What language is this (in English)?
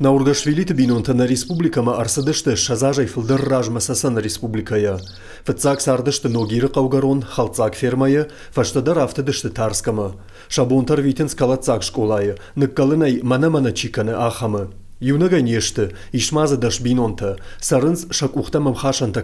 Ossetic